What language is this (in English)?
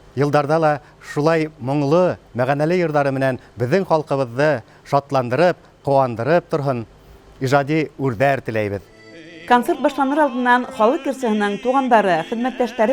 Bashkir